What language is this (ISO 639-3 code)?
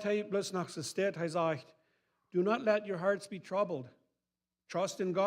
pdt